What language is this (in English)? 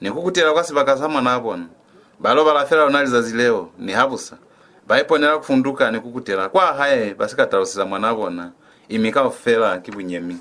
Lozi